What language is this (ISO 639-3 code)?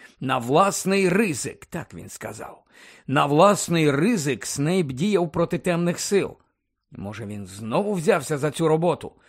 ukr